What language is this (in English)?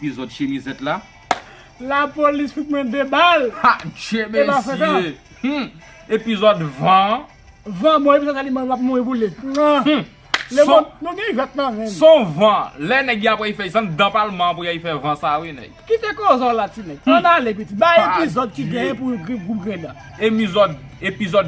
Haitian Creole